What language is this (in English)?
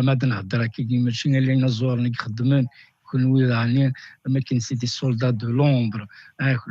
Kabyle